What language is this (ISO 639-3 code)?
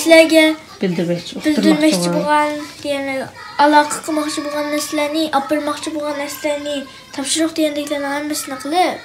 uig